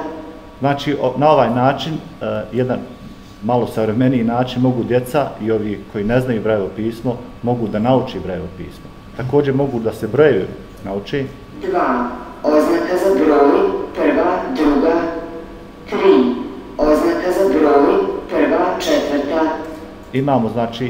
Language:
Bosnian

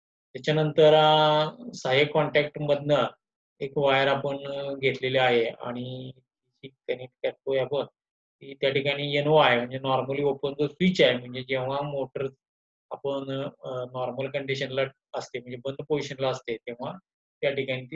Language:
Marathi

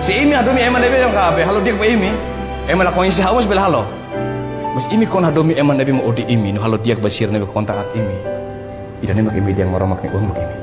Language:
Tetum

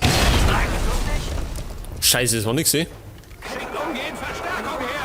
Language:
Bavarian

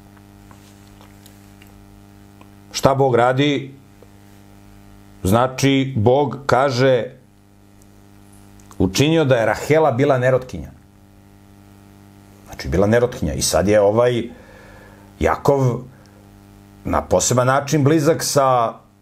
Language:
Serbian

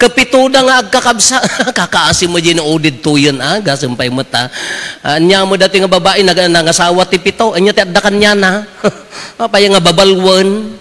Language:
Iloko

